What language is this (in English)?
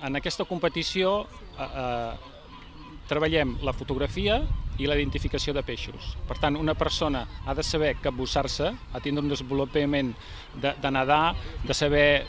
Catalan